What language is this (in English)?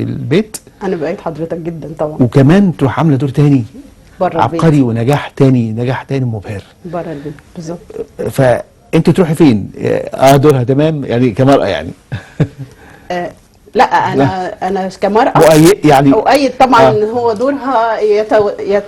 Egyptian Arabic